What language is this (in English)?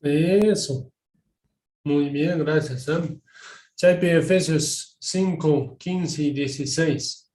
Quechua